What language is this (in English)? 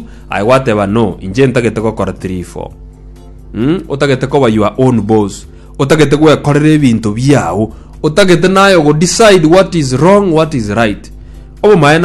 Gusii